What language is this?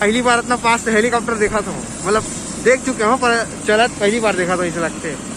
Chhattisgarhi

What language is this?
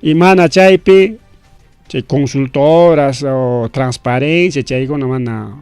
Ayacucho Quechua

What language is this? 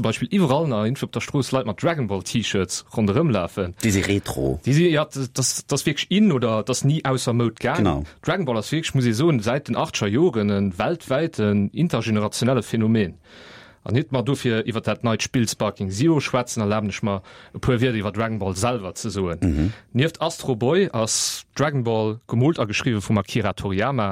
Luxembourgish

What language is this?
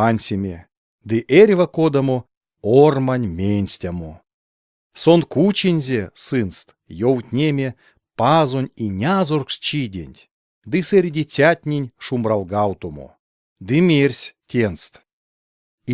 Erzya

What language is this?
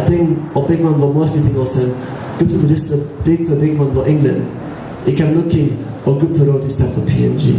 Tok Pisin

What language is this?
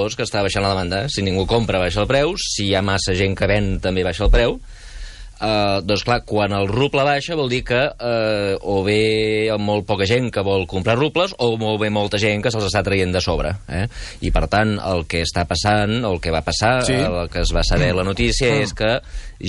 Catalan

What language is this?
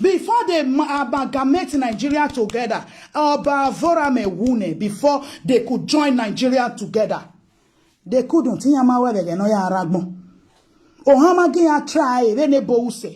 Nigerian Pidgin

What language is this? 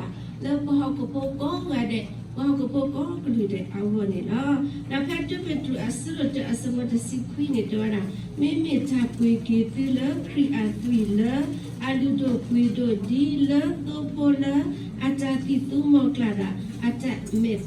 S'gaw Karen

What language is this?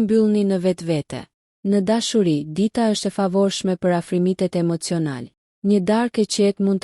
Albanian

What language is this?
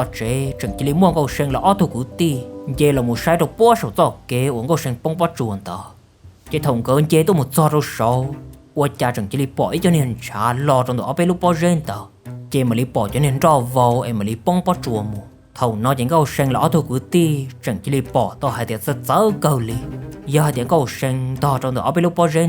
Hmong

